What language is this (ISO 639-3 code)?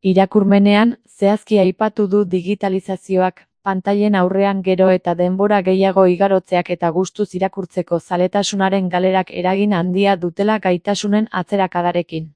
eus